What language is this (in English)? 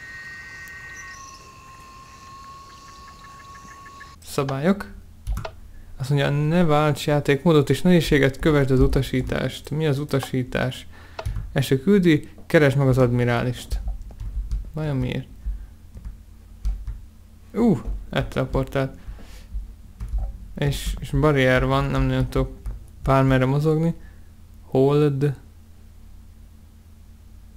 Hungarian